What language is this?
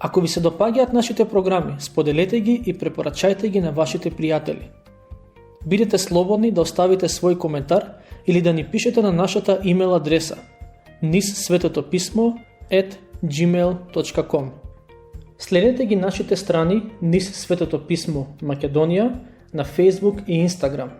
Macedonian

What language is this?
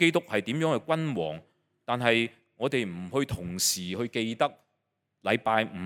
Cantonese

